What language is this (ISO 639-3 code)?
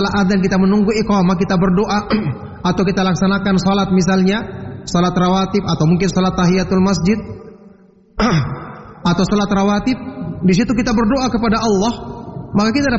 ind